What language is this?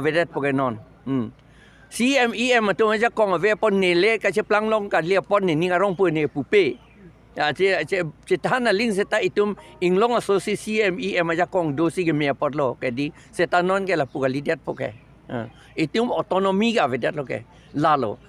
Karbi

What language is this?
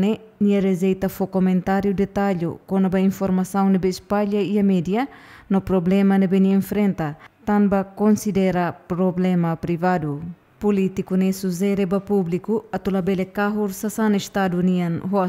Tetum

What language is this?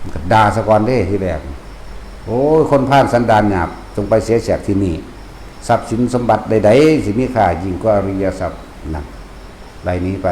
Northeastern Thai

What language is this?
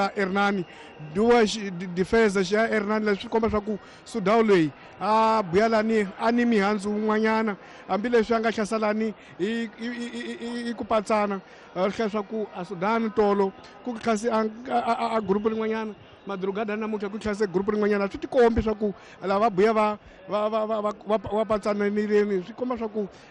Tsonga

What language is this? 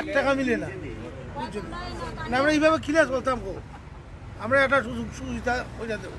Sylheti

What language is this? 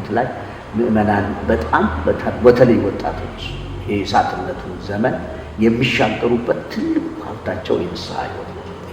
Amharic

